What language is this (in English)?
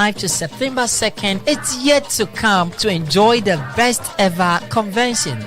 Ewe